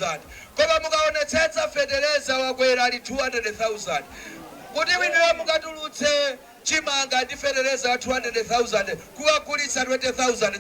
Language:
Nyanja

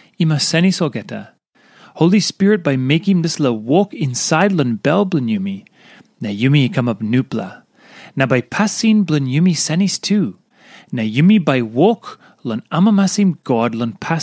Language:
Tok Pisin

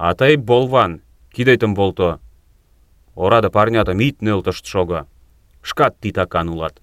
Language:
Mari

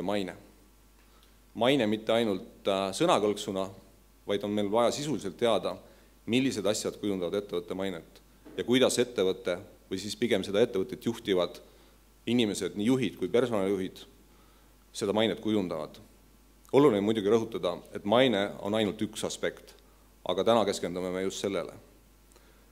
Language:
Estonian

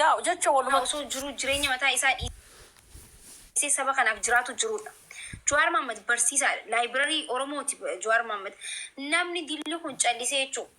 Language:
Oromo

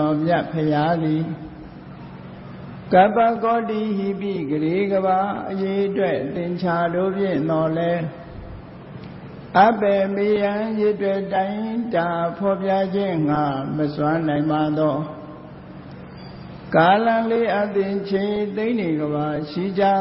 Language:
Burmese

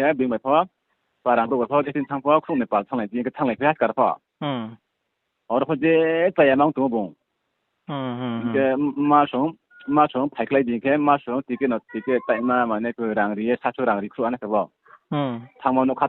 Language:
Riang (India)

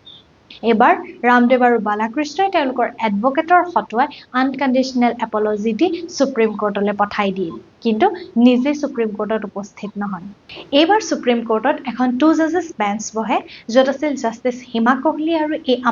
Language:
Assamese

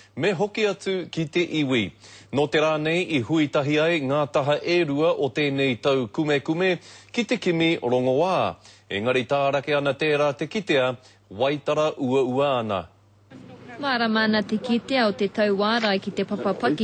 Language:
Māori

